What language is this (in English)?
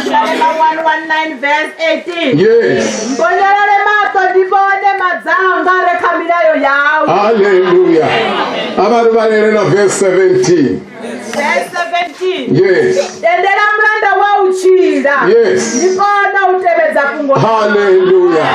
Venda